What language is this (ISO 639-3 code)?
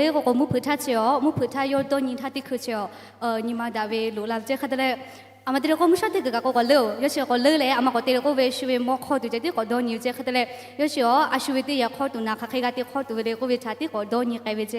lhu